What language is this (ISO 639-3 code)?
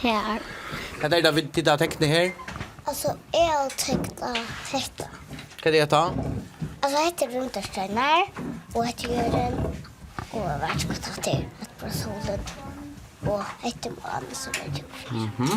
fao